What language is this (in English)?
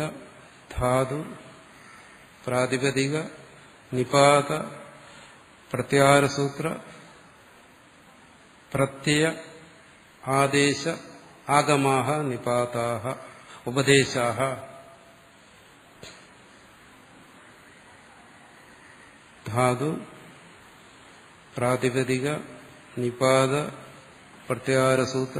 Malayalam